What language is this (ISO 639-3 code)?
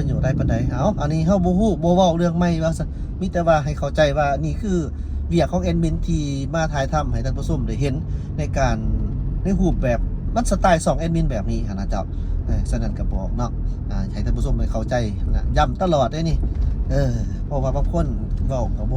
lao